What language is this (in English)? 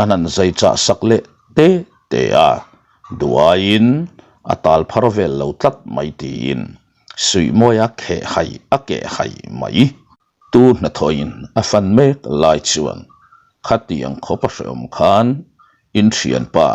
Mizo